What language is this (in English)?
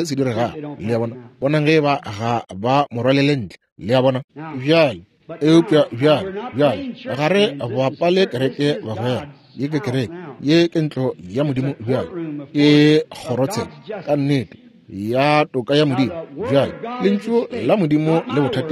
Northern Sotho